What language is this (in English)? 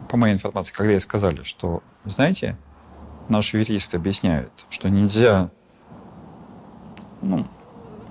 Russian